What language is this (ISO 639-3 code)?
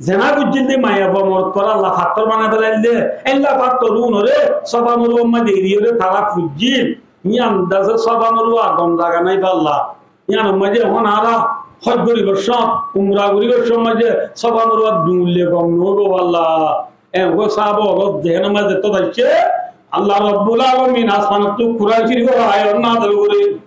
rhg